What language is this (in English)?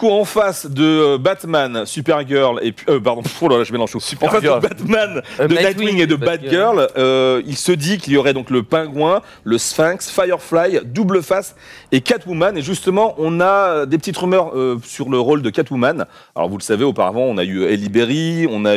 French